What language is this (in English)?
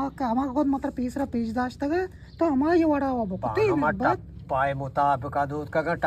Eastern Balochi